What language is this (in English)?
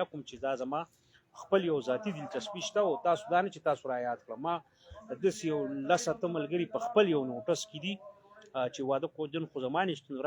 Pashto